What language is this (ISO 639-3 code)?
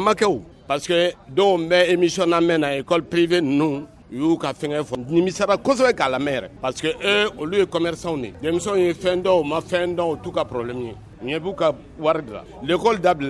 bam